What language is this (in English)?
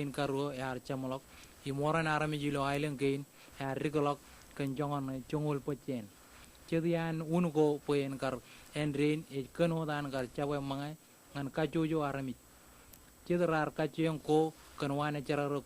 Marshallese